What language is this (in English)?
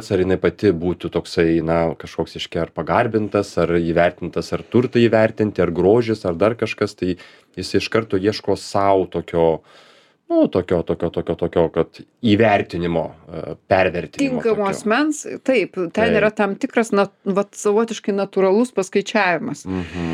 Lithuanian